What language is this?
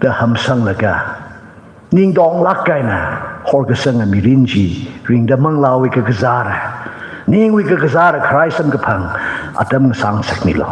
Tangkhul Naga (India)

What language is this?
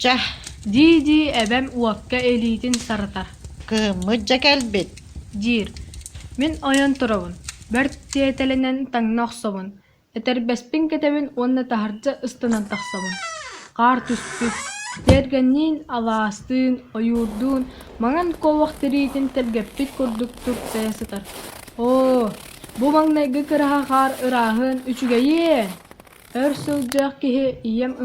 Yakut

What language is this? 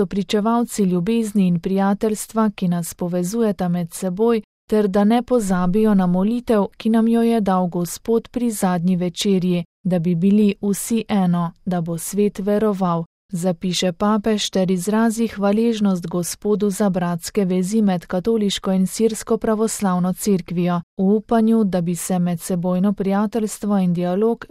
Slovenian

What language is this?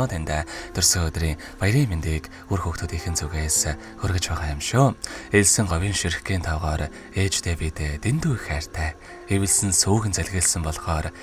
Mongolian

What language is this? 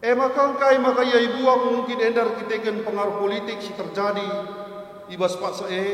Batak Karo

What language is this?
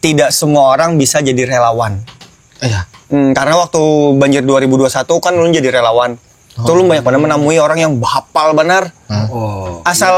Banjar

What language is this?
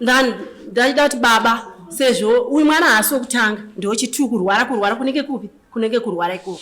Shona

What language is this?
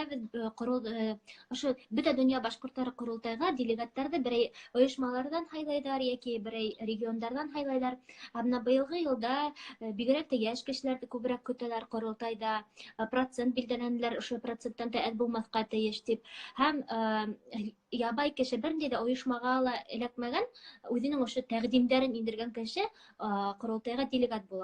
Bashkir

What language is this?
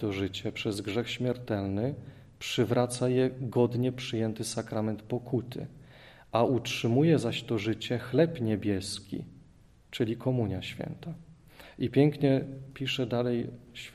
Polish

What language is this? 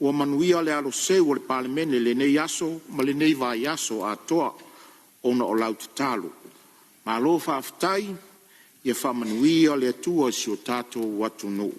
Samoan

